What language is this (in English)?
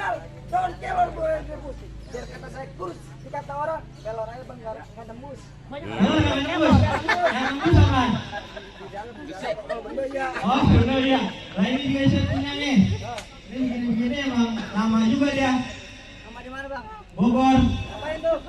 Betawi